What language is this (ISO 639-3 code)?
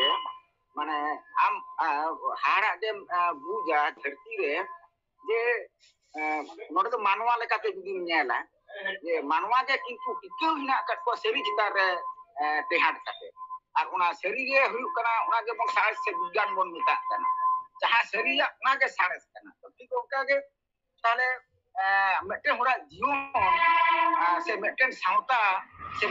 sat